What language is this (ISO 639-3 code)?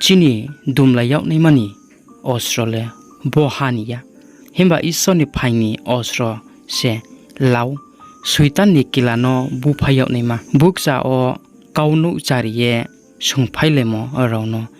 ria